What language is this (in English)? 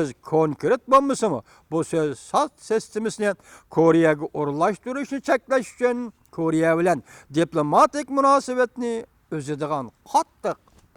Uyghur